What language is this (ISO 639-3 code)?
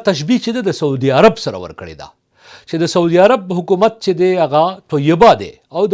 pus